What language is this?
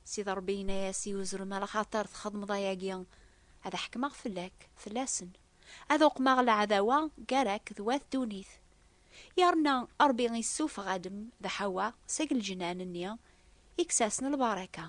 Kabyle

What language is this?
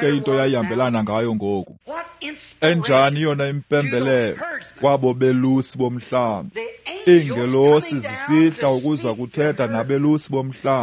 Xhosa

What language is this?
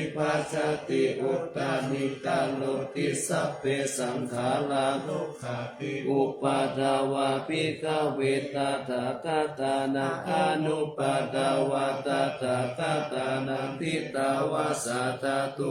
Pali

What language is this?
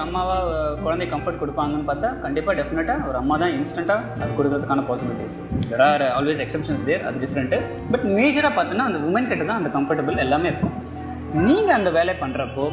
Tamil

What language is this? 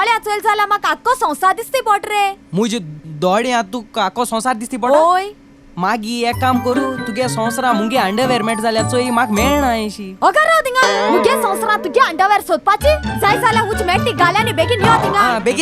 Konkani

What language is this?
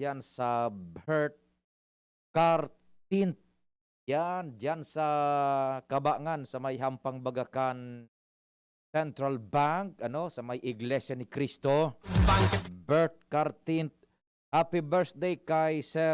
Bikol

